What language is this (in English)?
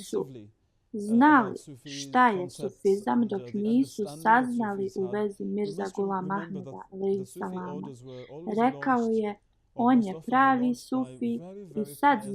Bosnian